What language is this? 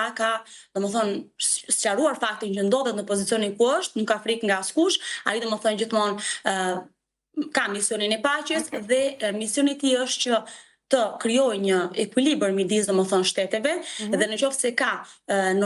Albanian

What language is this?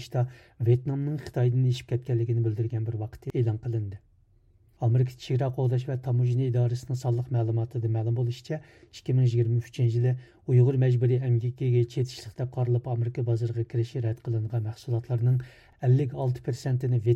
Uyghur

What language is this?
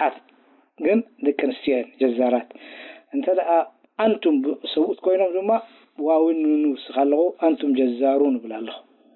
Tigrinya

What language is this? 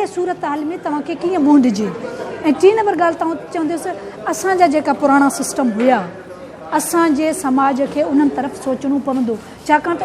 Sindhi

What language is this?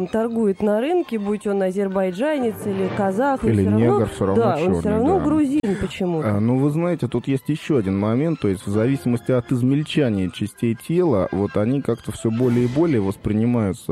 Russian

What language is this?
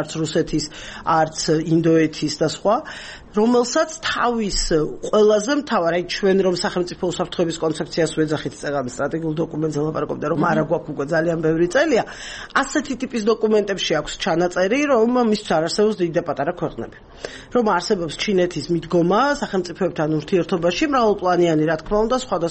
Georgian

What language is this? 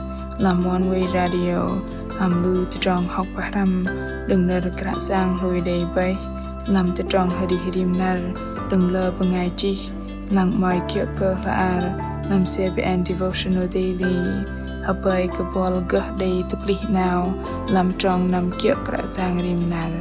Bahnar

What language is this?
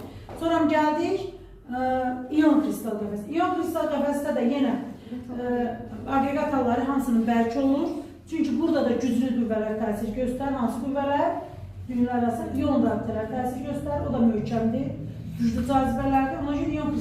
Azerbaijani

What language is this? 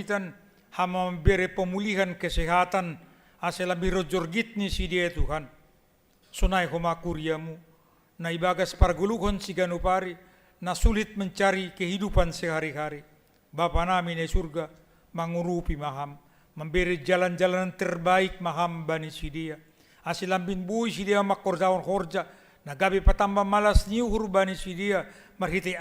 Batak Simalungun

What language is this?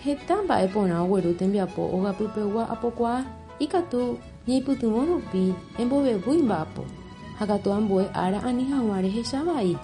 Guarani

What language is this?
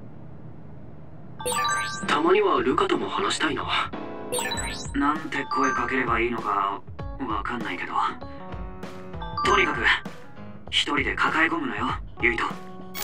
Japanese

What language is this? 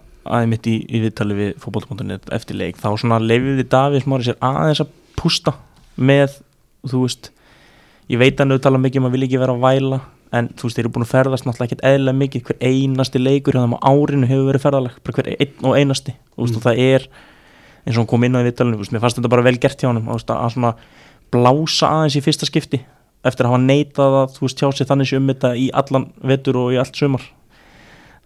Icelandic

